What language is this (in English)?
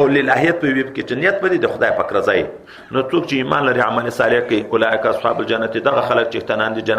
Pashto